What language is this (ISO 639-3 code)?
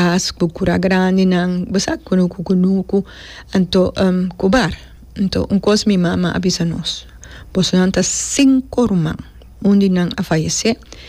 pap